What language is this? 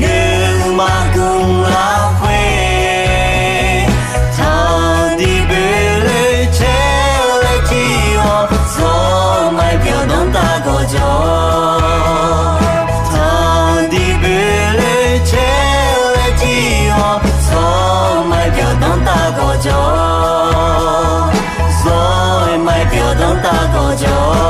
Akha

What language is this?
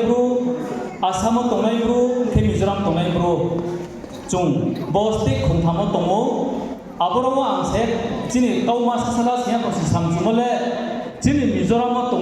Riang (India)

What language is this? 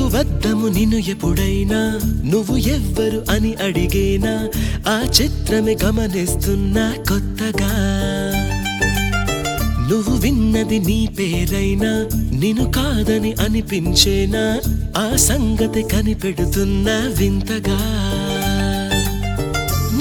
Telugu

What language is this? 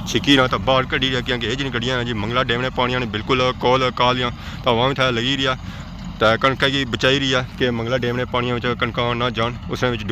Pahari-Potwari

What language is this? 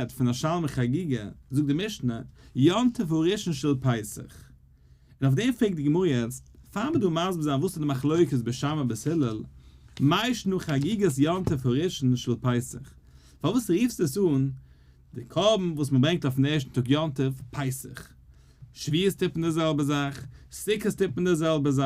Yiddish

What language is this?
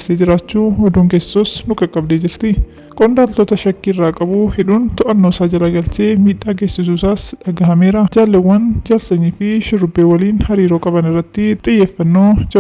Oromo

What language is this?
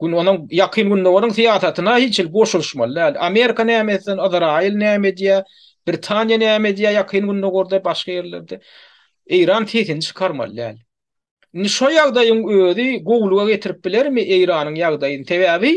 Turkmen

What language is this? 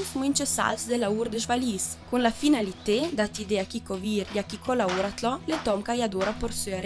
Ladin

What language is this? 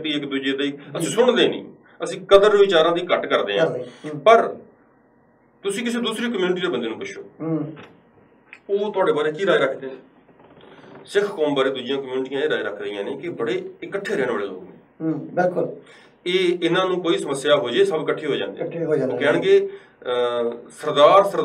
Punjabi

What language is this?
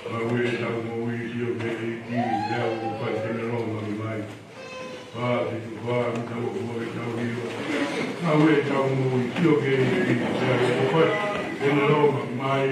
Tongan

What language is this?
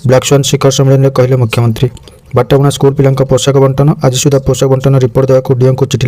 Odia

